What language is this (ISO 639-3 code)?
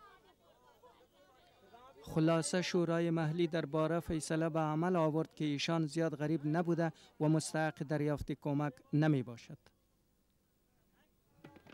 fas